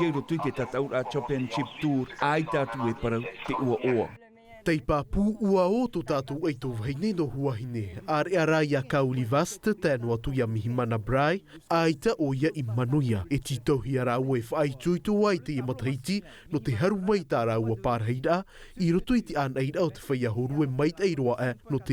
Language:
Tahitian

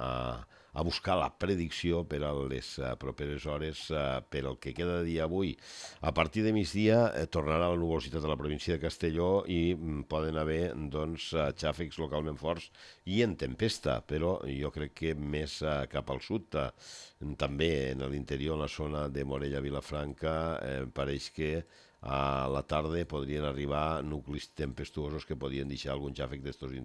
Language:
Catalan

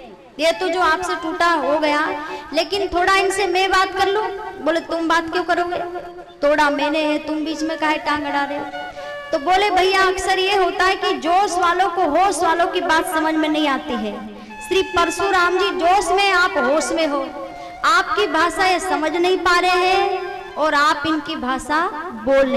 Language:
Hindi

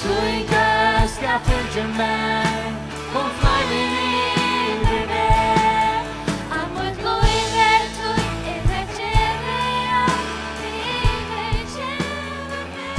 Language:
Faroese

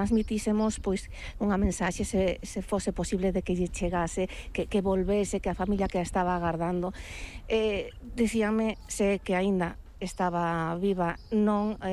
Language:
Galician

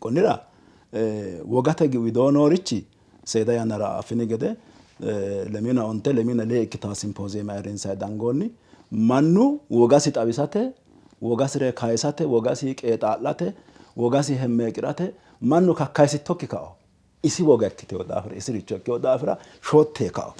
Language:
Sidamo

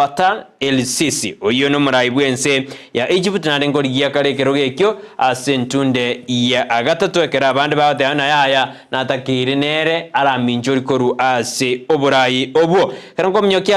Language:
Gusii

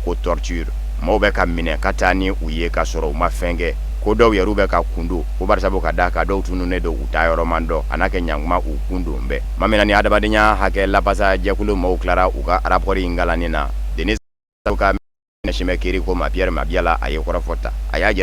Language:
Bambara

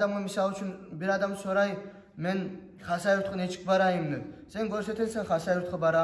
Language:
Kumyk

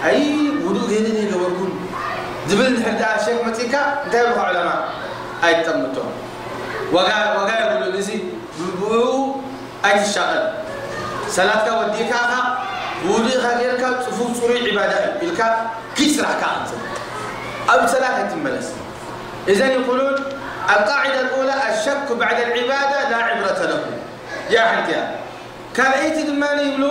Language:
Tigrinya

